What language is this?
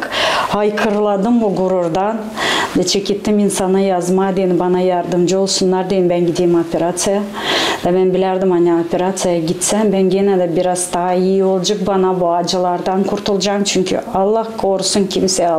Gagauz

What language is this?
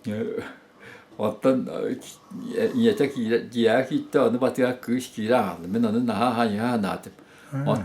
Yakut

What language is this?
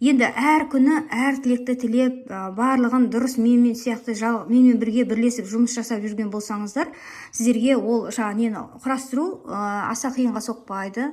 Kazakh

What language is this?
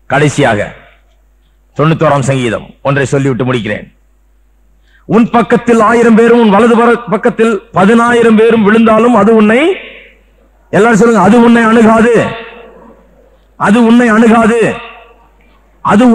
Tamil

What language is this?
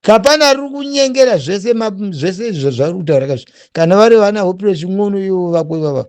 Shona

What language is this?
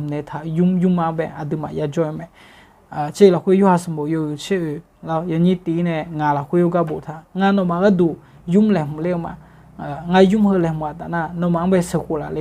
Akha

